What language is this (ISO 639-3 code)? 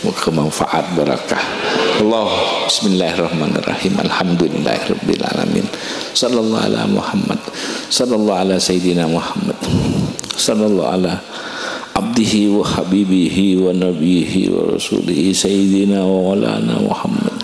mad